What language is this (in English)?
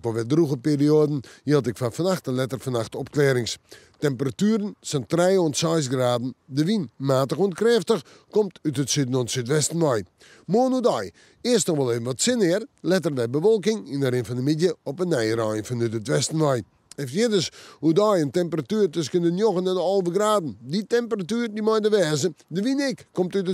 Western Frisian